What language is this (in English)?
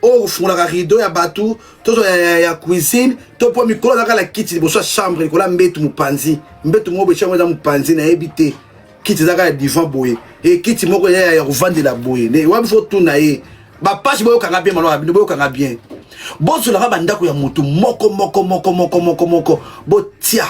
Lingala